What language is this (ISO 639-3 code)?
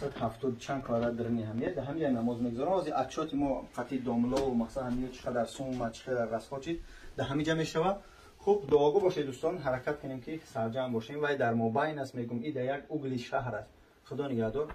tgk